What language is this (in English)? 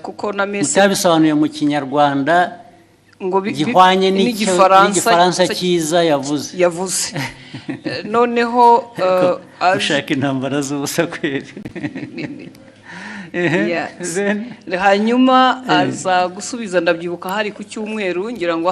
Kinyarwanda